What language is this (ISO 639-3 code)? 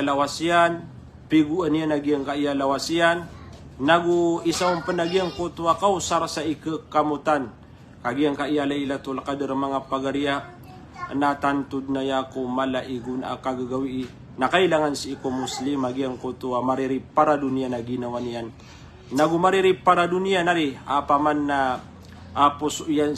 mrw